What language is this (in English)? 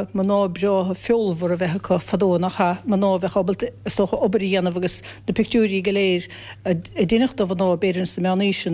Irish